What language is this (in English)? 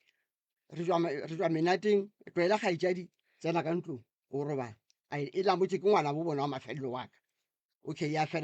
Northern Sotho